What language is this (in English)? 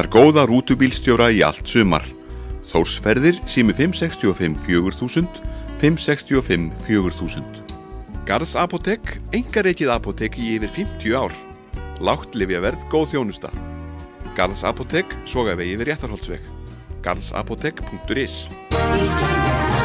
Icelandic